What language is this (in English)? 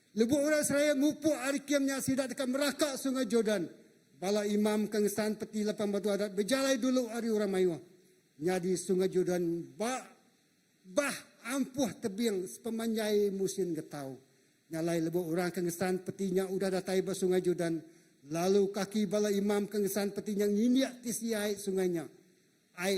Iban